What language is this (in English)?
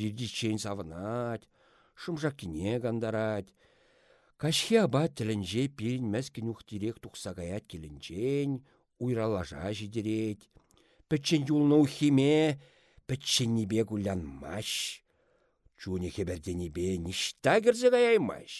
Chuvash